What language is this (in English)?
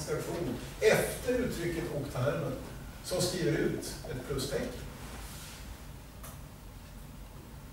Swedish